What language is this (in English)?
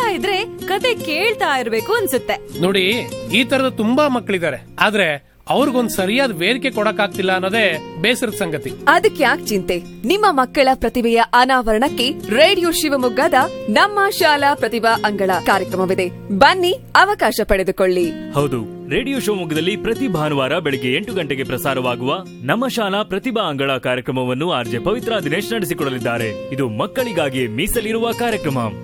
Kannada